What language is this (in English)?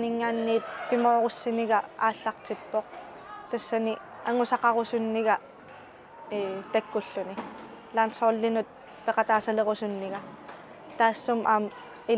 Kalaallisut